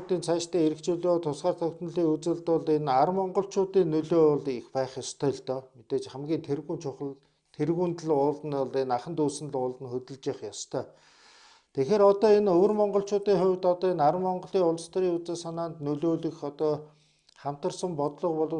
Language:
Mongolian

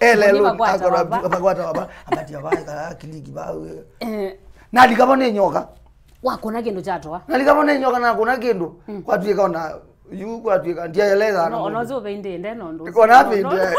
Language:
Kamba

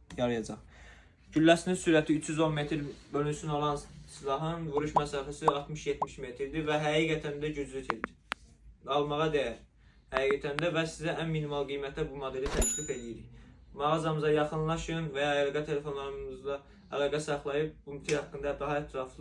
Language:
Azerbaijani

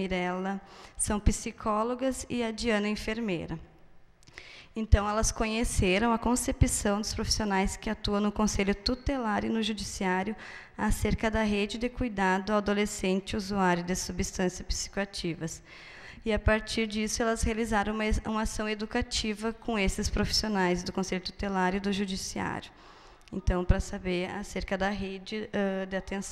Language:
Portuguese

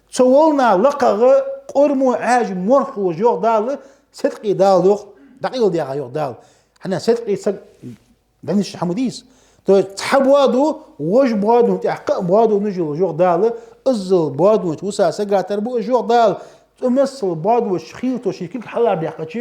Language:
Ingush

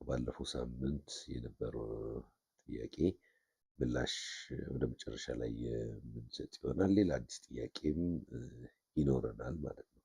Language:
Amharic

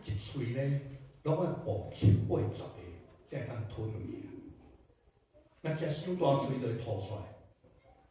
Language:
Min Nan Chinese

